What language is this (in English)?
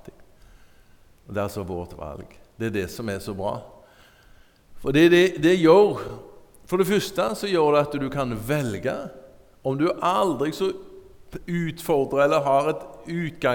Norwegian